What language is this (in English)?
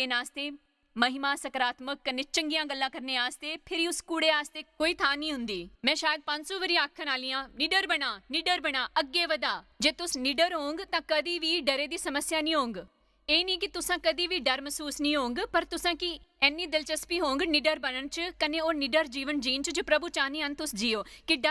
Dogri